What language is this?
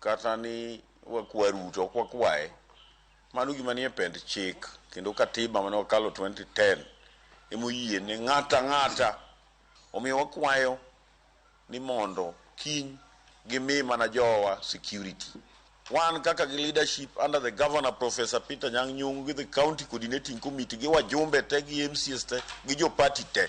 Luo (Kenya and Tanzania)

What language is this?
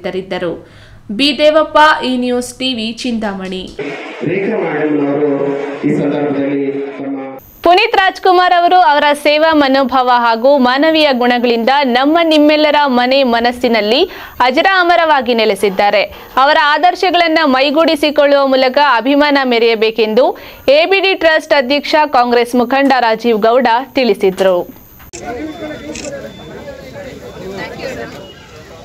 Kannada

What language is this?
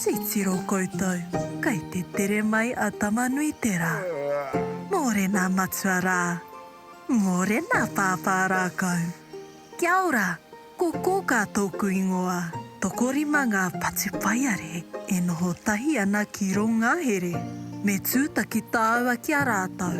Māori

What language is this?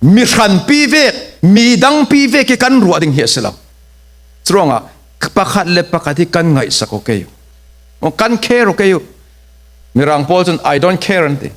Falam Chin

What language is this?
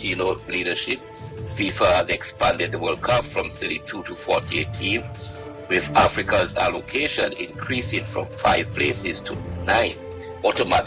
English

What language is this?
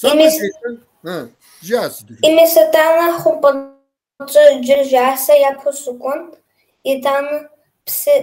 Kabardian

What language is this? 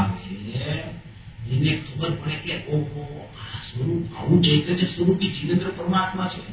Gujarati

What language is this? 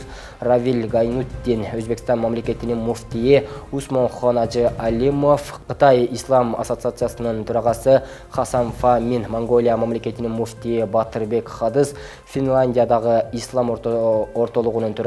Kyrgyz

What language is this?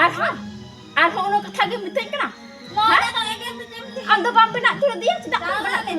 Santali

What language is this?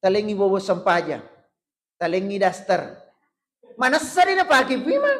Buginese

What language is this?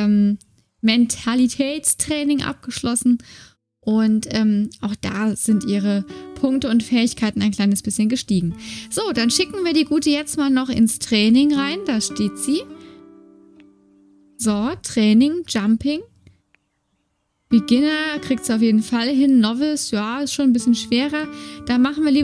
German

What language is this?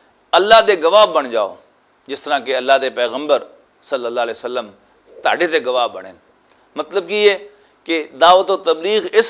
Western Panjabi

